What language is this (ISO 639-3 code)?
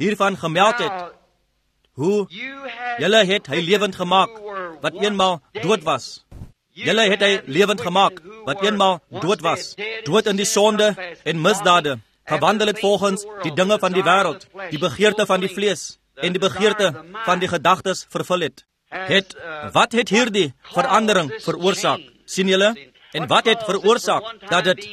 afr